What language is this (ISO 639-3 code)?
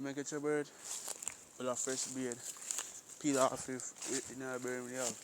jam